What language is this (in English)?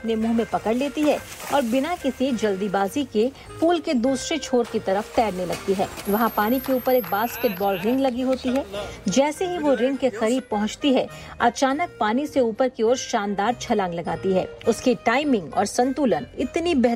Hindi